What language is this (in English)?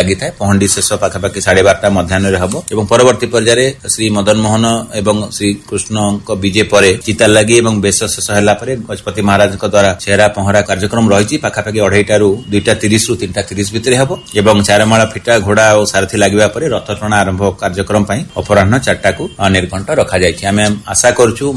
Odia